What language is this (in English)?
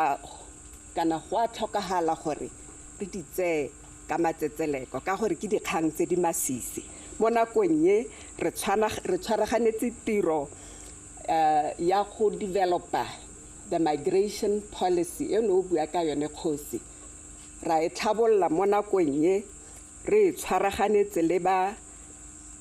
Tswana